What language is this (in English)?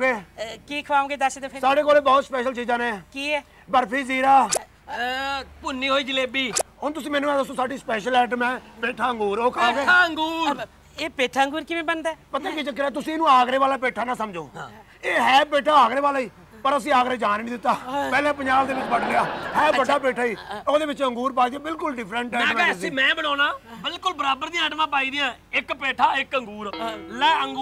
Punjabi